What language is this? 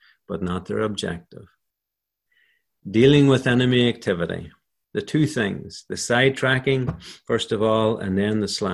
English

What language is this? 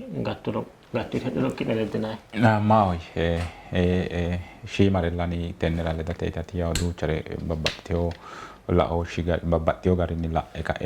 Sidamo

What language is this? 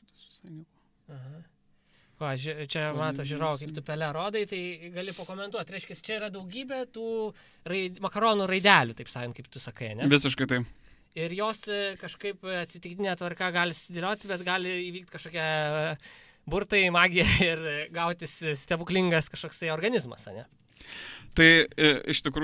Lithuanian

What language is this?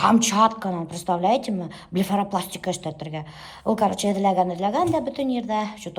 Bashkir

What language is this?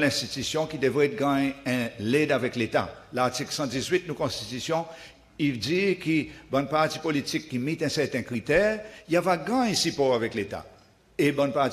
Seselwa Creole French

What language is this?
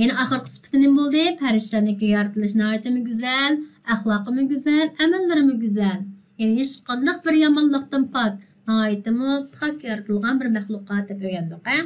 Uyghur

